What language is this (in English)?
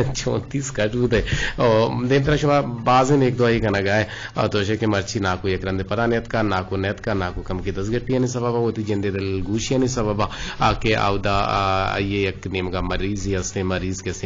Eastern Balochi